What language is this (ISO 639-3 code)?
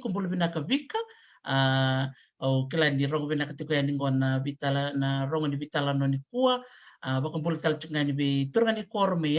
fij